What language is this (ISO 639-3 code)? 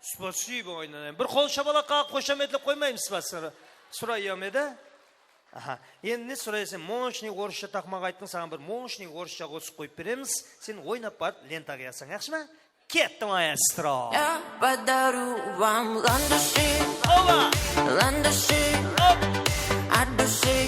kaa